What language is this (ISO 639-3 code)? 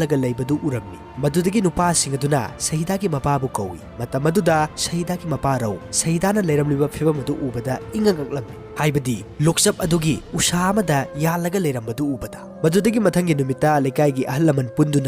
mni